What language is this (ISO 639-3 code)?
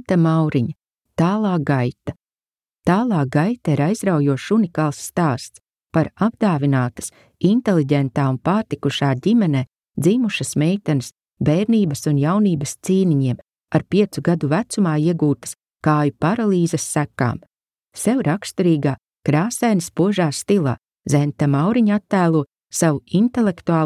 lav